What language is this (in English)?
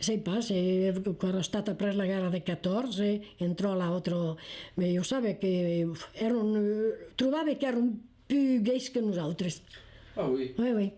Occitan